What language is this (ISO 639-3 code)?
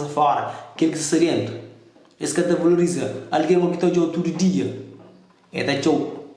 kea